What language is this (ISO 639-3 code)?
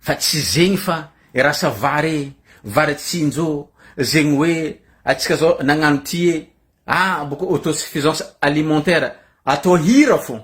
mlg